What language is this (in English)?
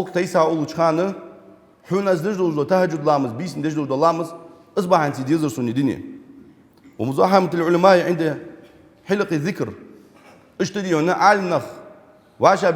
Ingush